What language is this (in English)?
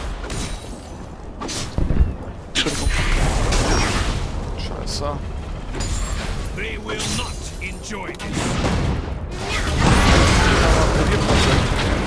German